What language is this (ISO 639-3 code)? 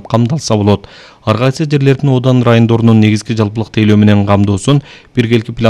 kir